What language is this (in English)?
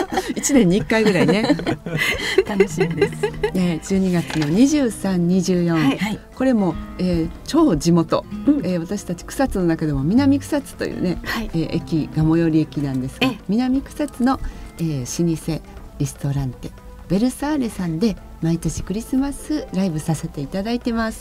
Japanese